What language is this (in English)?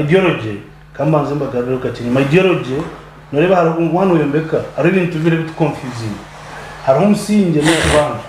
Nyankole